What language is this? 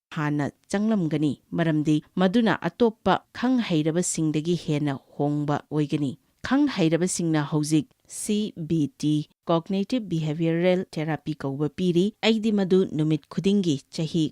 Manipuri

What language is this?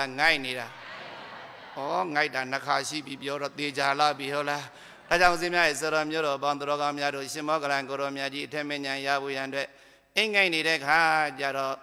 Burmese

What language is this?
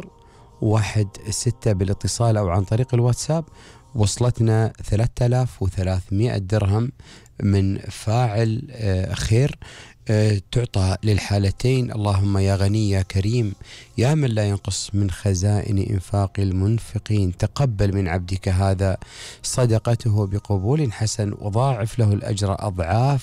Gulf Arabic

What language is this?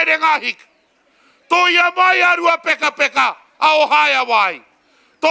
Māori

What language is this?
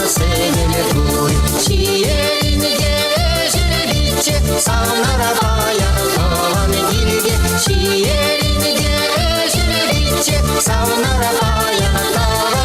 Chuvash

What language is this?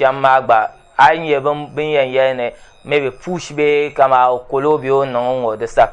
Dagbani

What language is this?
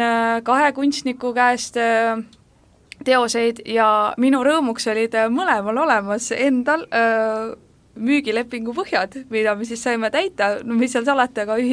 Estonian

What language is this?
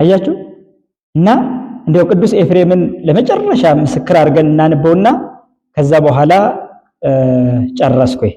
Amharic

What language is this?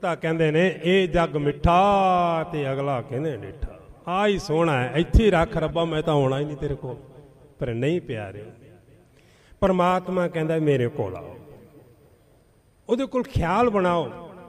Punjabi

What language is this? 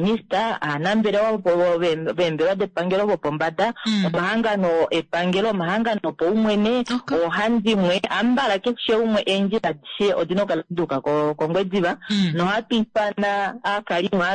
Kuanyama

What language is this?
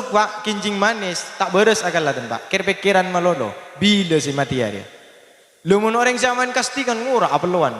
Madurese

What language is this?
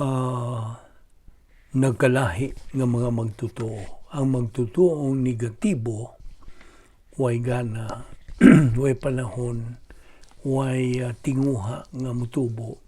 Cebuano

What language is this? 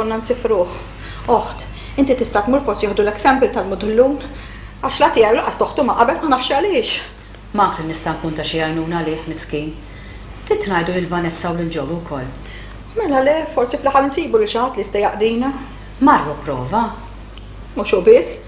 Maltese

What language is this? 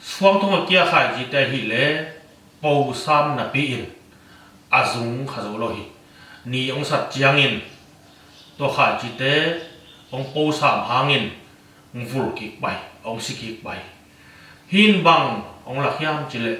Tedim Chin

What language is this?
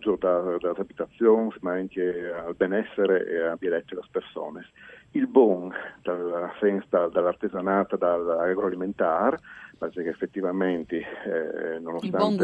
Friulian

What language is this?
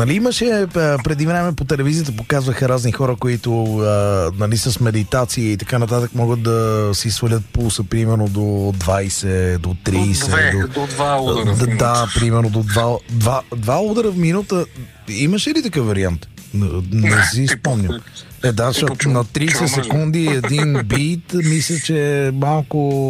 Bulgarian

